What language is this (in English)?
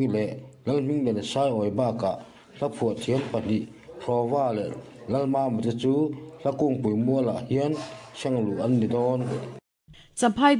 Mizo